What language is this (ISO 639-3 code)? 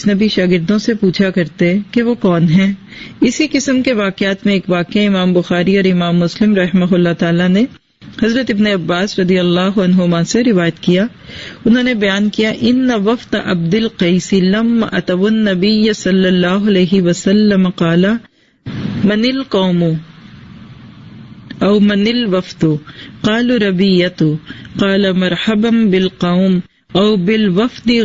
urd